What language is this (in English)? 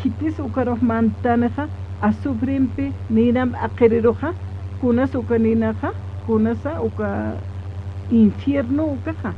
Aymara